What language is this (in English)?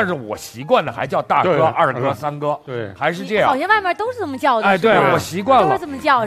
Chinese